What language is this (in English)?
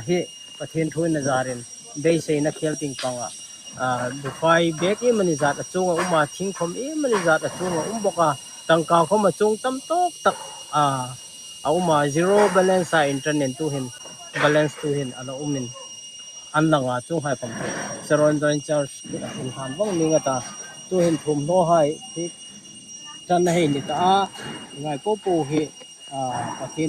Hmar